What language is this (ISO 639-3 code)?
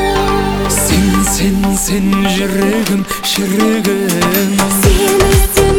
kaz